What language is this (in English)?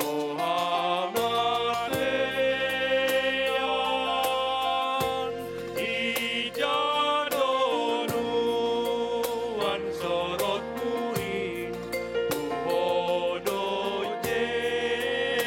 Batak Simalungun